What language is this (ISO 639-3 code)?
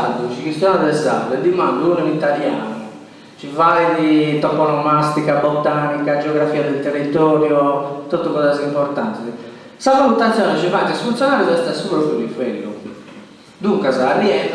srd